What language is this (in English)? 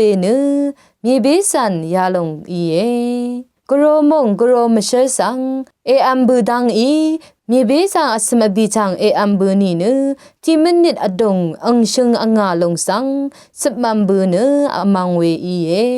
Rawang